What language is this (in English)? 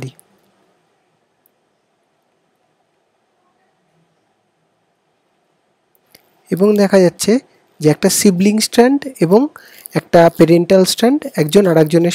Bangla